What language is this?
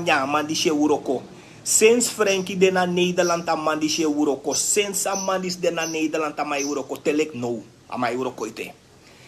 Sranan Tongo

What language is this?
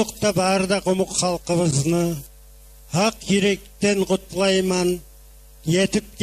Kumyk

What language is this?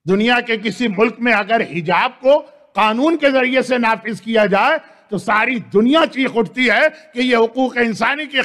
Urdu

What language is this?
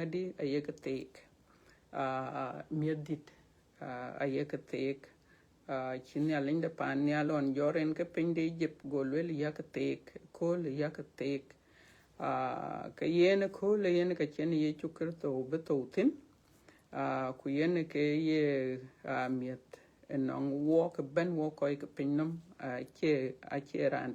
Dinka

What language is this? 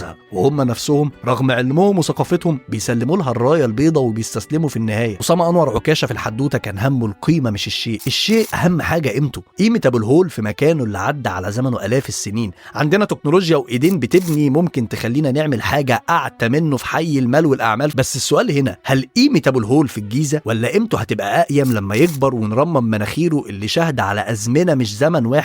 Egyptian Arabic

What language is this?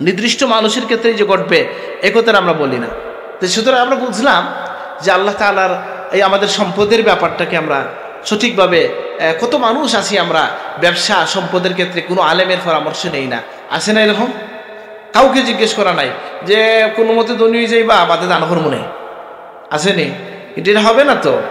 Sylheti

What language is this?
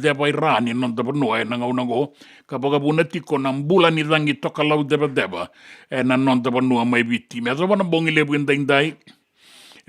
Fijian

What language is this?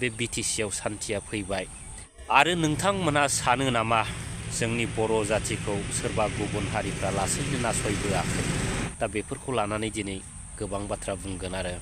Bodo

